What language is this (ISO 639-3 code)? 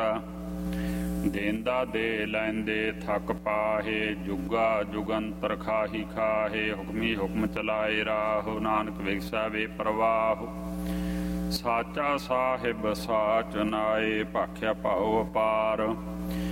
pan